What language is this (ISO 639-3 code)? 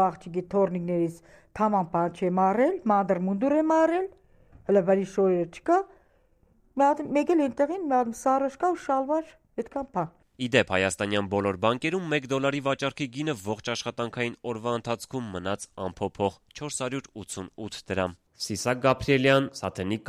hye